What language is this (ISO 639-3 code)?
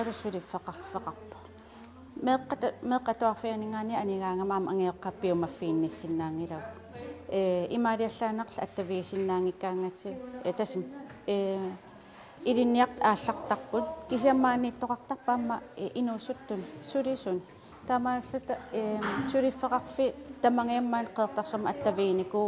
kal